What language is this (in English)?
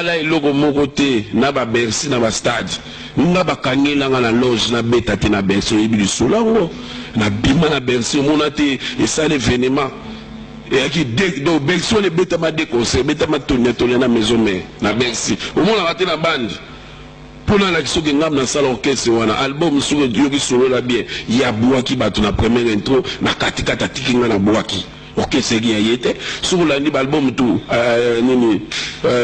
Lingala